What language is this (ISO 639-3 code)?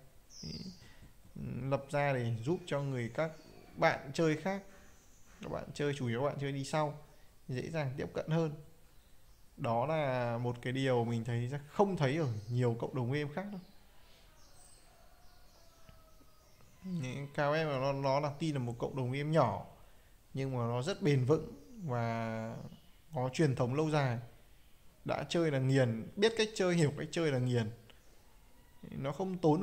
vie